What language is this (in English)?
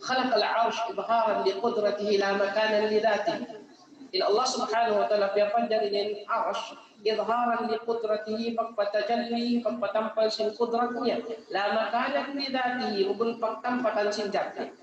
Tausug